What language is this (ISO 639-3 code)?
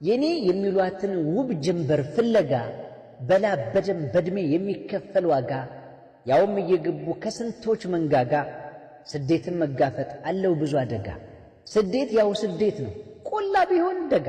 amh